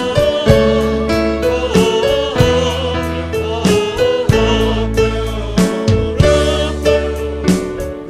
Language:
Poumei Naga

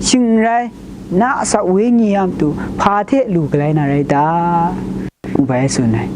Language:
Kachin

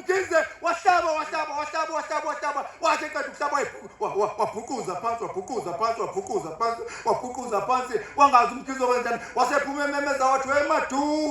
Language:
Zulu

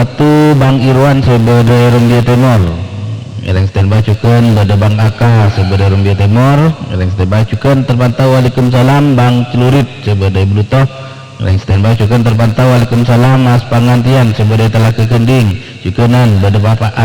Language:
Madurese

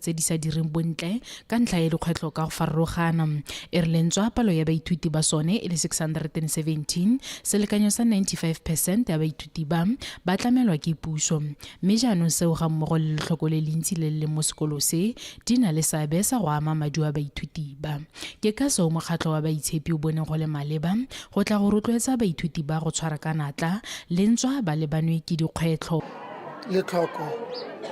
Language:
Tswana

